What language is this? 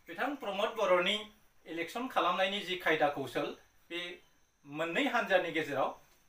Bodo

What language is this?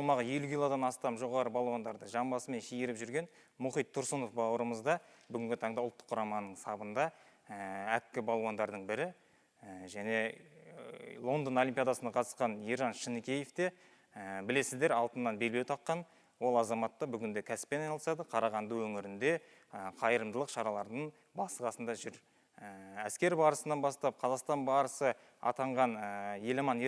Kazakh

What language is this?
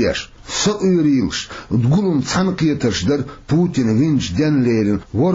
Chechen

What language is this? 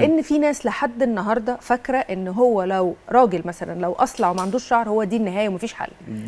Egyptian Arabic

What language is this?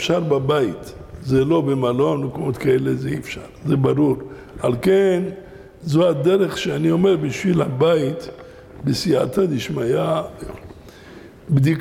Hebrew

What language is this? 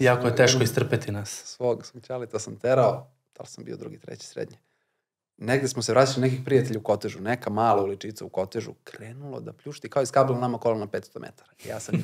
Serbian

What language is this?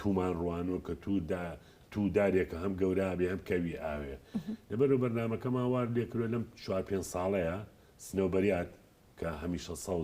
Central Kurdish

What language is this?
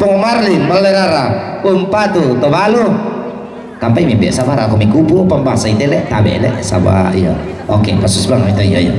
Toraja-Sa'dan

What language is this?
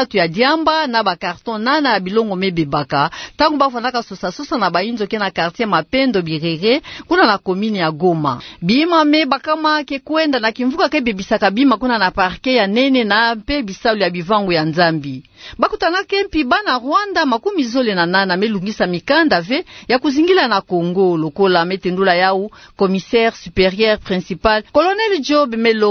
Kituba (Democratic Republic of Congo)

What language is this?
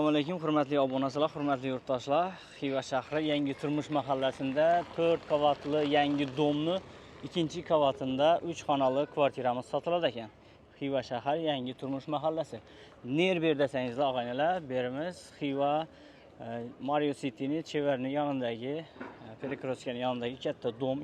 Uzbek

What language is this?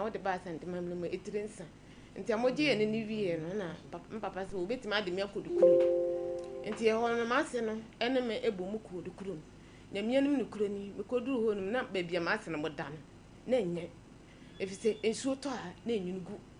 Akan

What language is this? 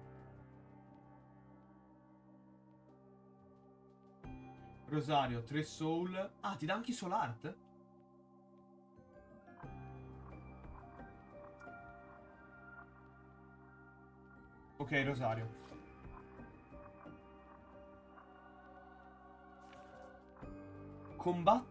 Italian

